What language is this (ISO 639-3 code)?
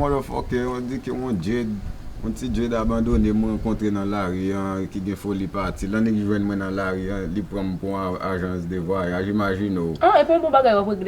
hat